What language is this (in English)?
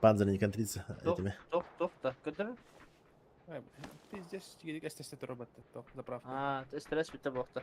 Yakut